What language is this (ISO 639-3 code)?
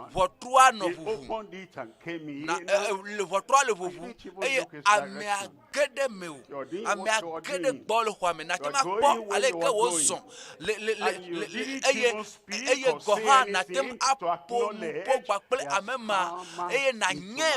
ewe